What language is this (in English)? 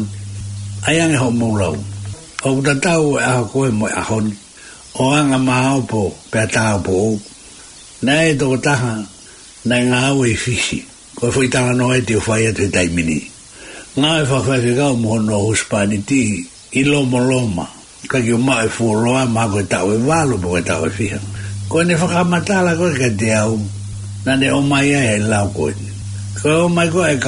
Tongan